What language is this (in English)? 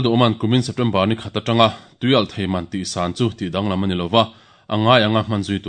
Mizo